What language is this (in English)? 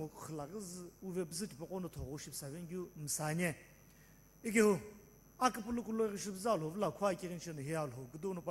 Sumi Naga